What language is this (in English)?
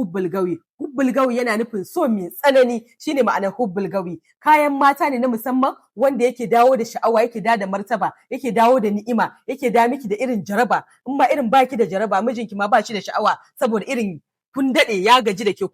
Hausa